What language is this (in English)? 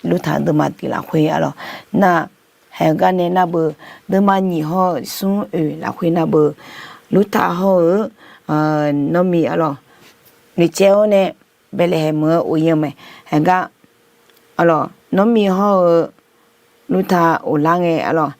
Akha